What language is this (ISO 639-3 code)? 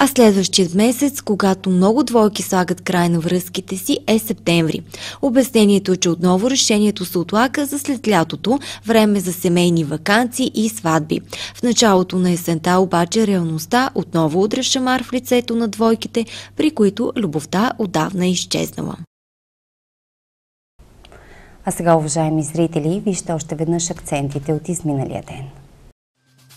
bul